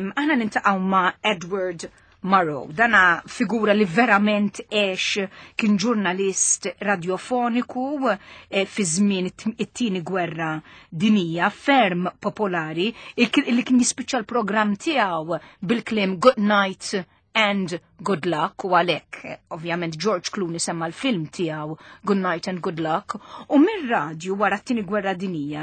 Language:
Maltese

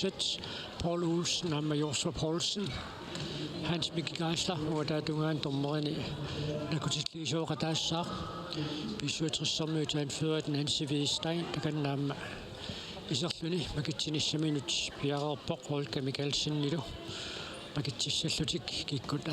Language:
Kalaallisut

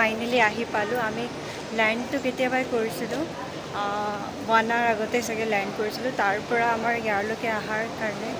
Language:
Assamese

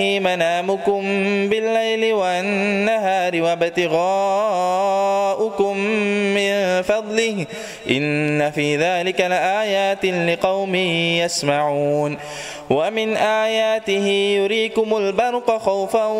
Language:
Arabic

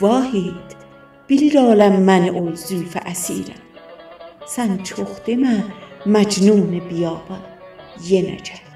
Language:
South Azerbaijani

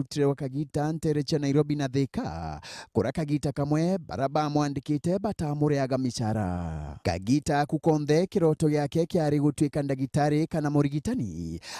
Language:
Meru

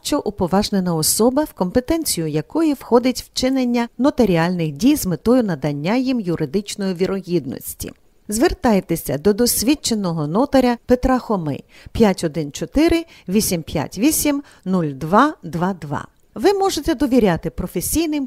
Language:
Ukrainian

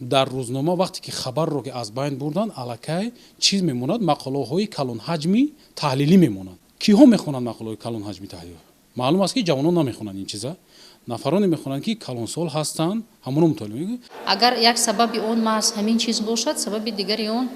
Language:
Tajik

